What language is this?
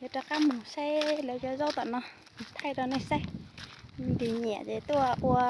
Hmong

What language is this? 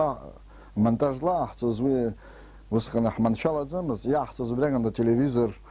Abkhazian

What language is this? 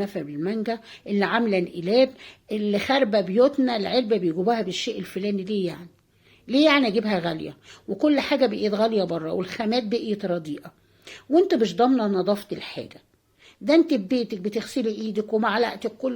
Egyptian Arabic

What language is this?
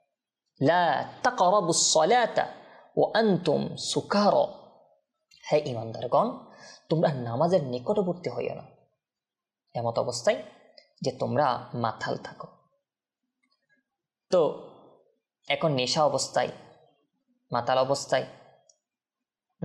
Bangla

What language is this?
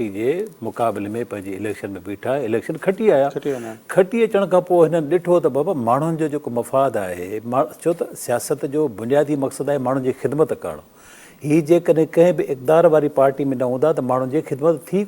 Sindhi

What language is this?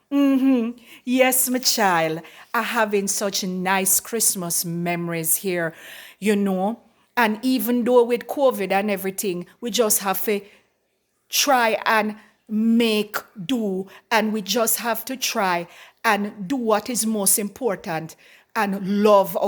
Jamaican Creole English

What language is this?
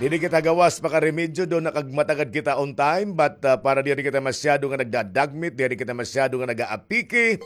Waray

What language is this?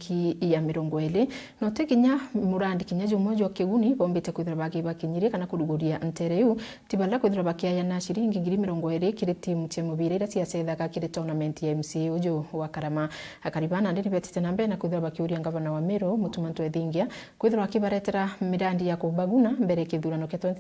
Meru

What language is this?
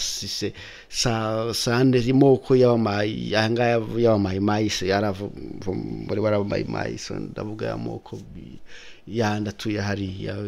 Kinyarwanda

